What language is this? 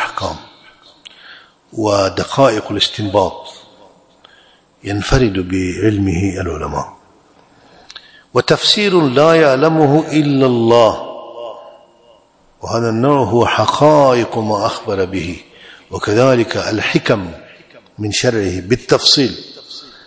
Arabic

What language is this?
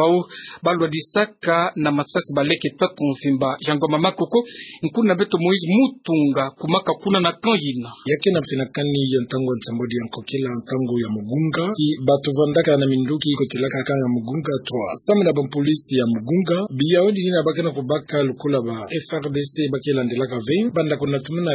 Kituba (Democratic Republic of Congo)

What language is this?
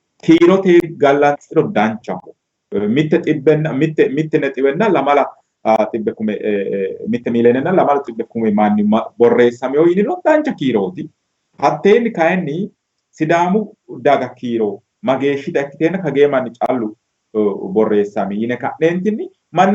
Sidamo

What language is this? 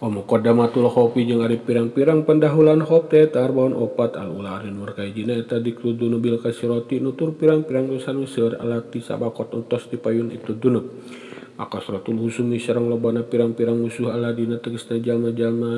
Sundanese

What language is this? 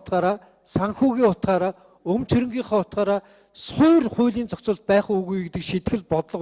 Mongolian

